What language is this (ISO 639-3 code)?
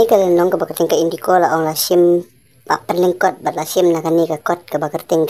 kha